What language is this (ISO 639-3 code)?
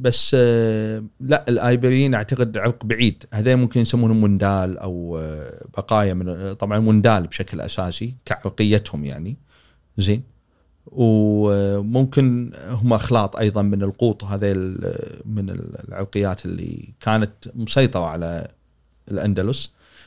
afb